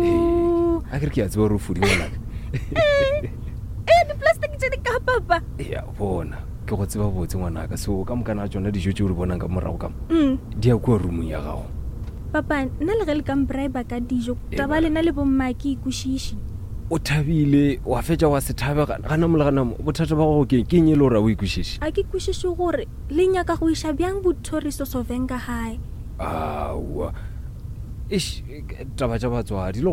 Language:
Northern Sotho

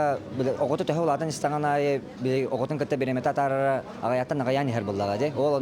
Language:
Yakut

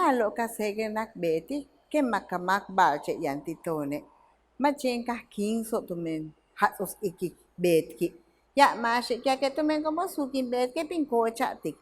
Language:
Yucateco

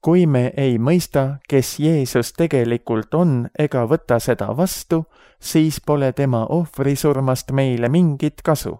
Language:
Estonian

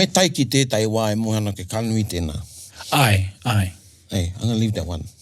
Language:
Māori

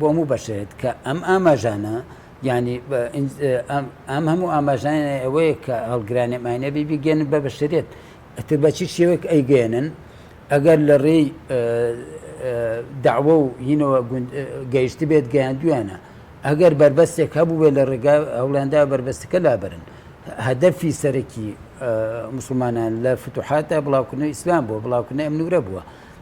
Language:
Central Kurdish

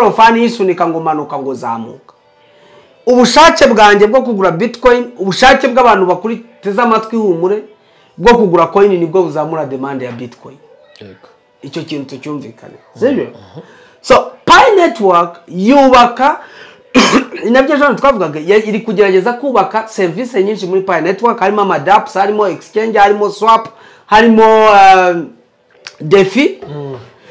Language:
Kinyarwanda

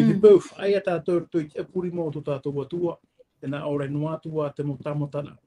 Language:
Tahitian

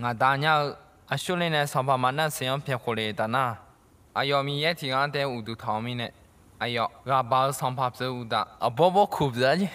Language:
Akha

